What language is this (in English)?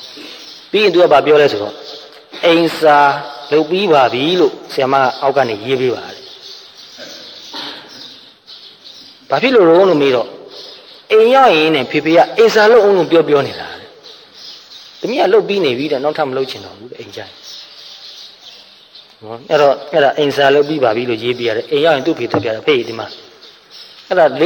Burmese